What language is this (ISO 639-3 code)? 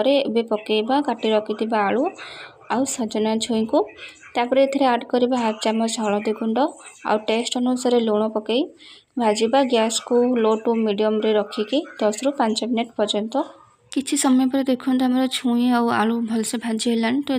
ori